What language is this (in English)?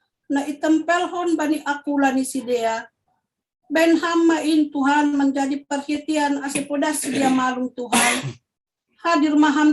Batak Simalungun